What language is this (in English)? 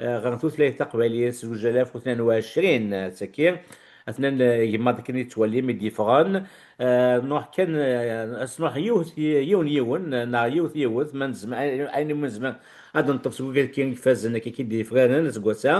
Kabyle